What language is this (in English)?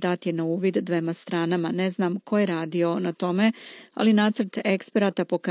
Croatian